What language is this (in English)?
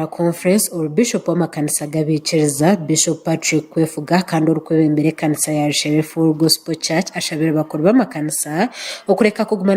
Nyankole